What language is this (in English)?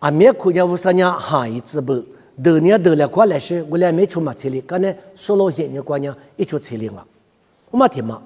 Lisu